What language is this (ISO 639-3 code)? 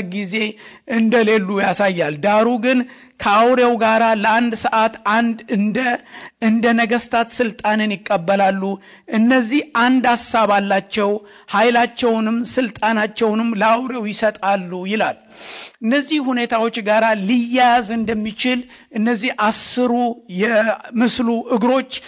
amh